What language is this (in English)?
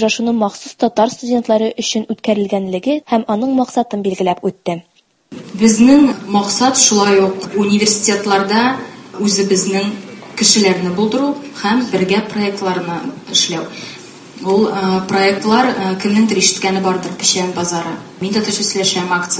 Tatar